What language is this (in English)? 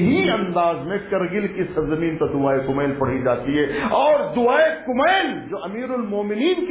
Urdu